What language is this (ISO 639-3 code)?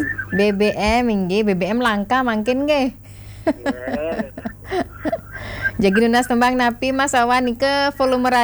ban